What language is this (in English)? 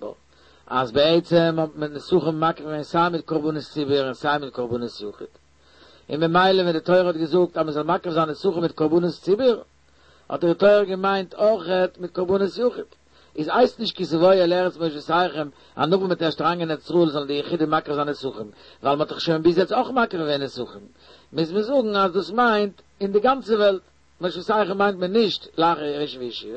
Yiddish